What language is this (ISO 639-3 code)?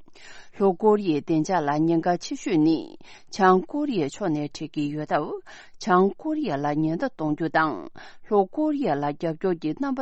bod